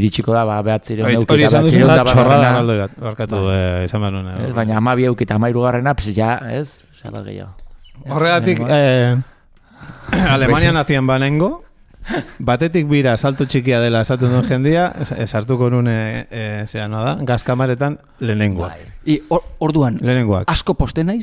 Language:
Basque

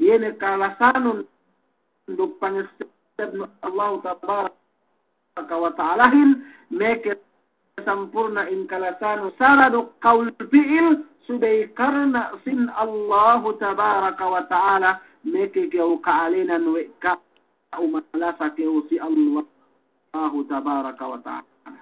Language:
Yakan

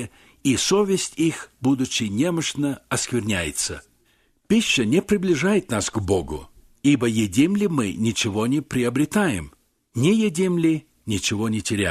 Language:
Russian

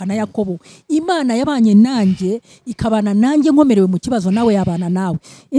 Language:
Kinyarwanda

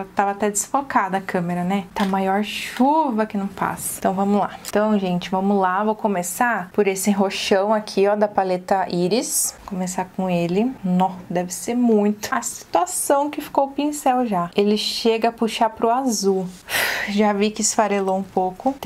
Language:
Portuguese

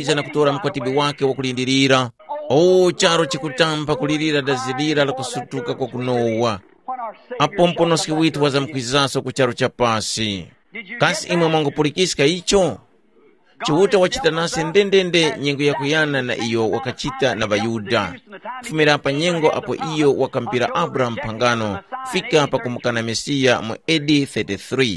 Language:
Tumbuka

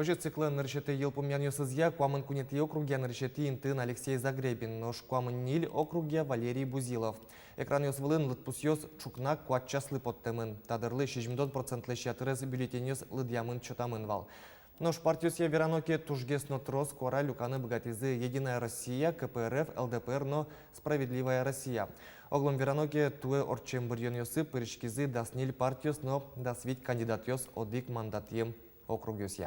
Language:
Udmurt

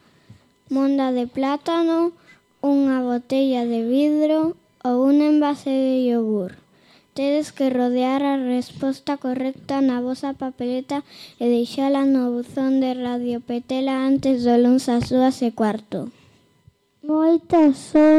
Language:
Galician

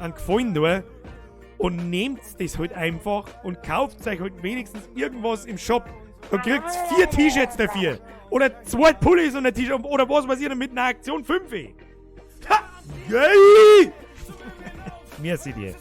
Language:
Bavarian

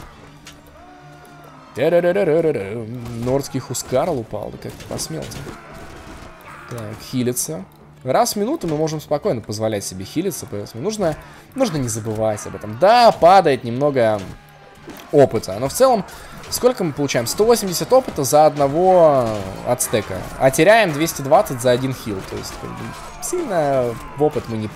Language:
Russian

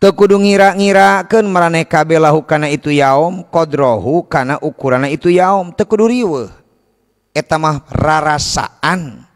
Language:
Sundanese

